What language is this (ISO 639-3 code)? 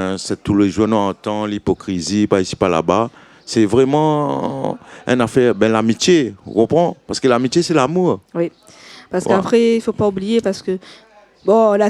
rcf